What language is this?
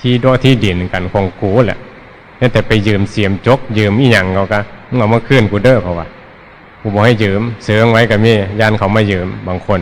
Northeastern Thai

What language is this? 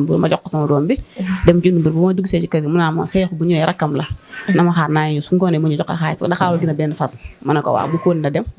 Wolof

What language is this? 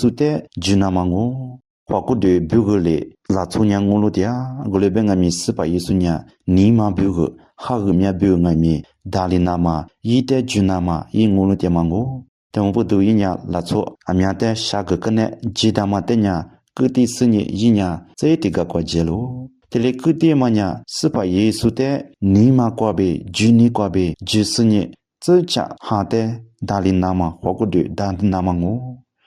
Lisu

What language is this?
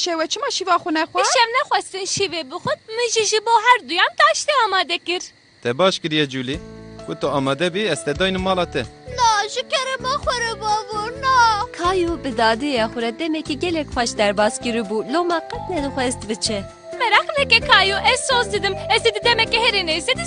Kurdish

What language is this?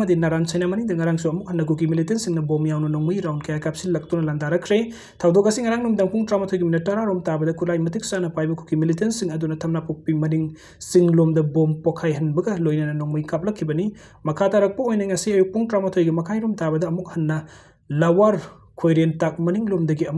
Manipuri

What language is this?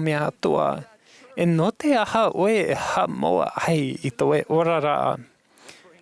Tahitian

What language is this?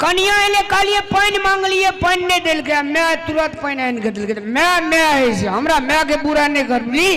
Maithili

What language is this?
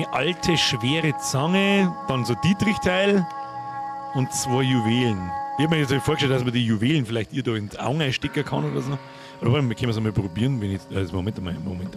Bavarian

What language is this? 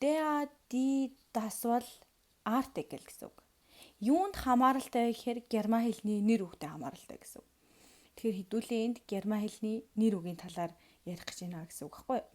Mongolian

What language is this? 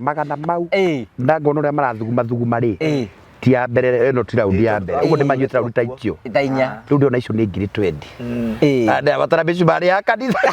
Kikuyu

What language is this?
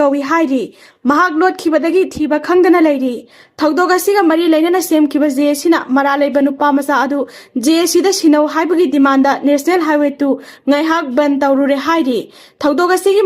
Manipuri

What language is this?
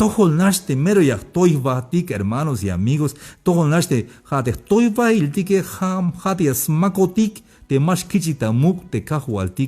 Tzeltal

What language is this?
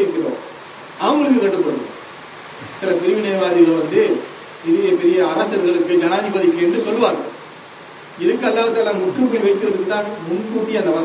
Tamil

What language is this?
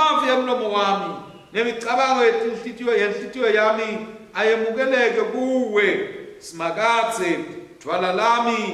Swati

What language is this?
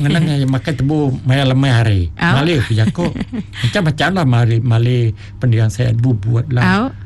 Iban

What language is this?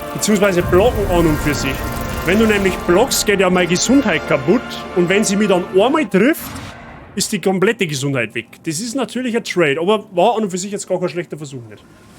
Bavarian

